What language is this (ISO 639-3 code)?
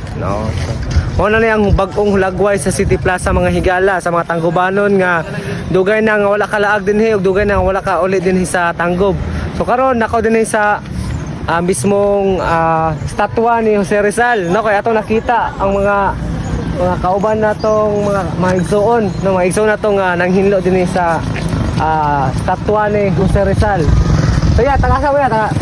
ceb